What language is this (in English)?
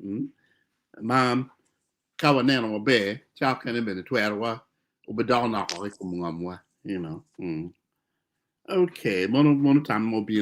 Acoli